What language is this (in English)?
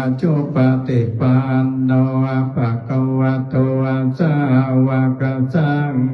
Pali